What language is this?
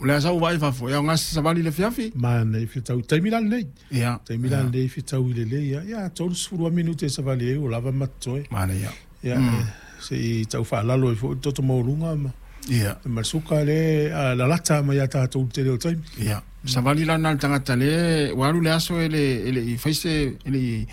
Samoan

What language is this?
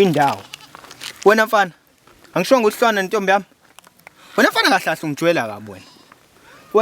Zulu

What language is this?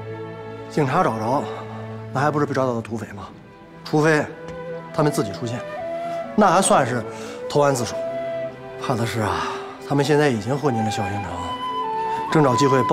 Chinese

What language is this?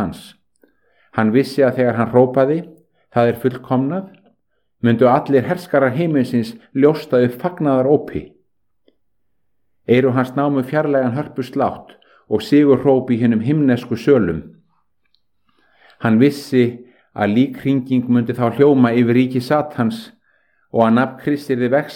Icelandic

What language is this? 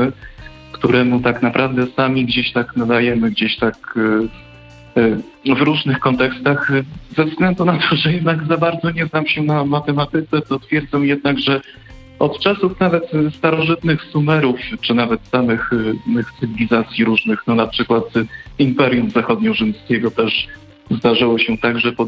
Polish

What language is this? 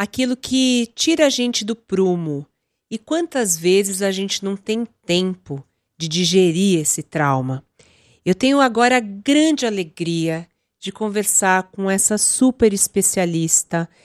Portuguese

